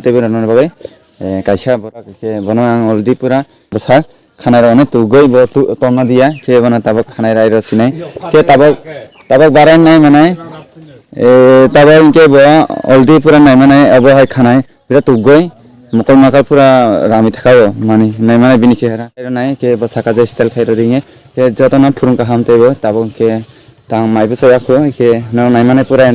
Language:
Kok Borok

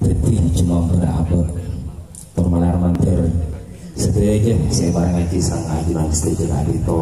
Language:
Madurese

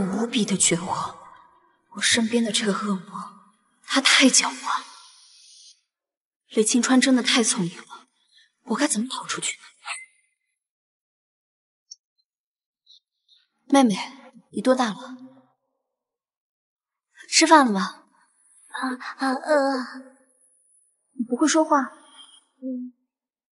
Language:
Chinese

